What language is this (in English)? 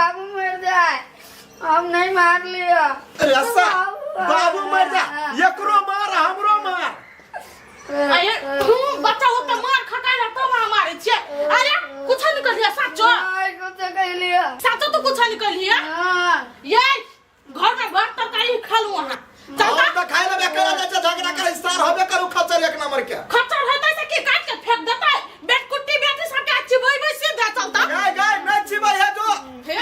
Maithili